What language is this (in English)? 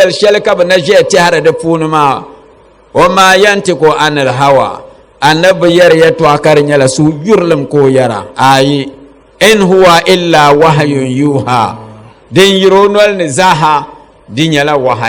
Dagbani